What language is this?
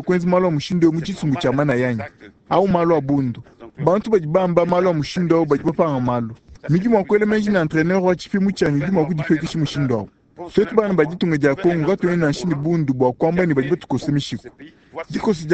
Luba-Lulua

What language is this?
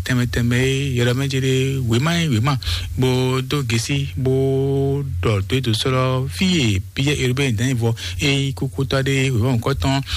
Fon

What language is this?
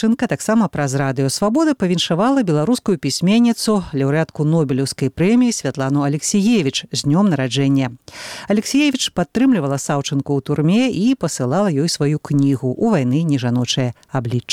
Belarusian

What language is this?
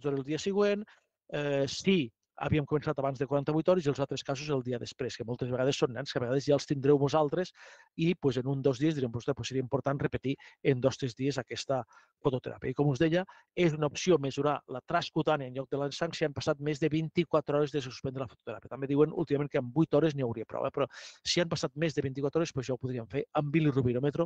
Catalan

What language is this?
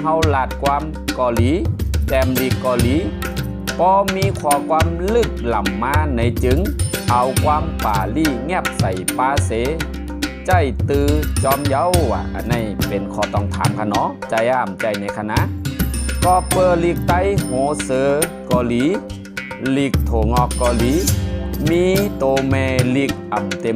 Shan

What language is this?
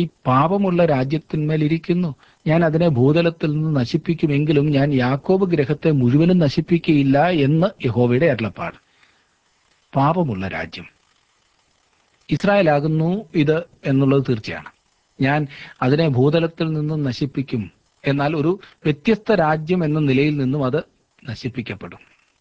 Malayalam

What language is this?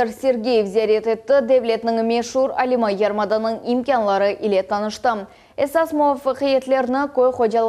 Crimean Tatar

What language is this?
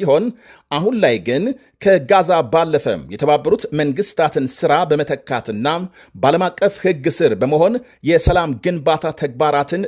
Amharic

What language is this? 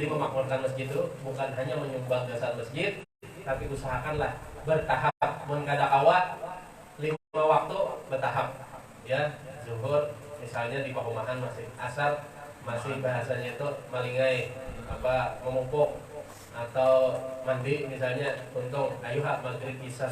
Banjar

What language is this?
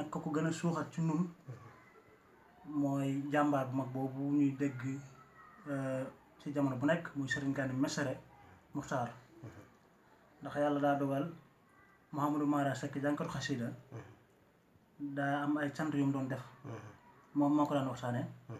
Wolof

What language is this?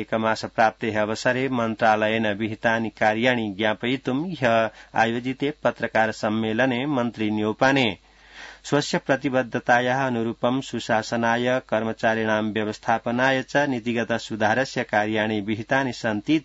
Sanskrit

